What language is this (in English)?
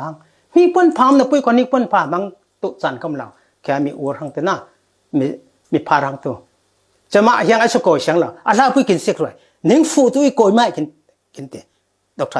Falam Chin